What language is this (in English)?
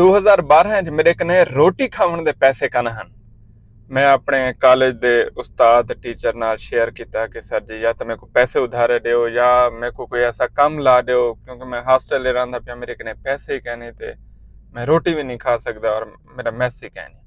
Saraiki